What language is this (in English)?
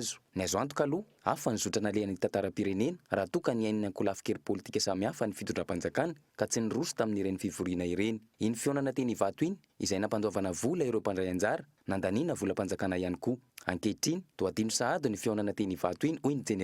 Malagasy